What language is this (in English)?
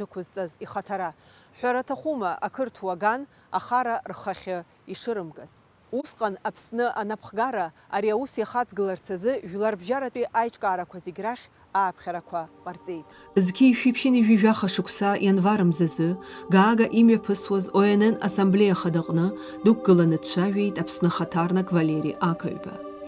Abkhazian